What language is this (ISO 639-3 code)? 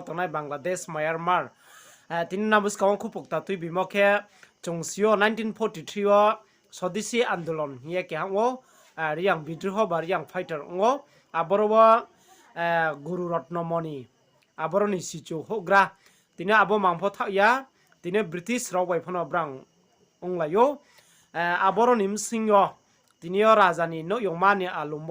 ria